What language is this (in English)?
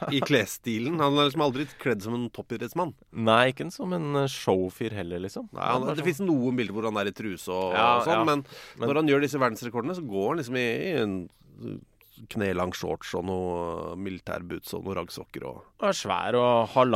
Norwegian